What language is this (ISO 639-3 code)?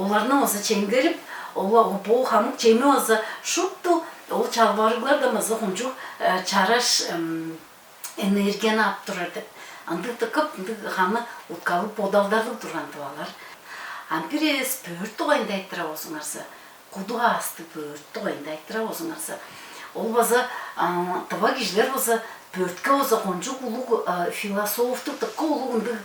tyv